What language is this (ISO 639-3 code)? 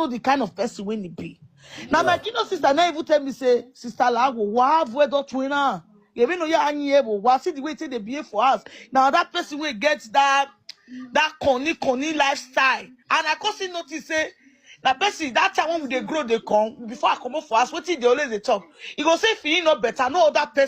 pcm